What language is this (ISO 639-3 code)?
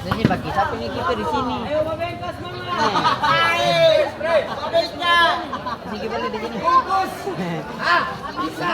abs